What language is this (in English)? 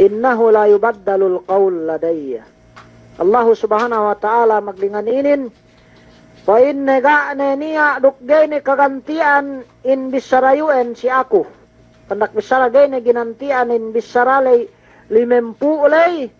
Yakan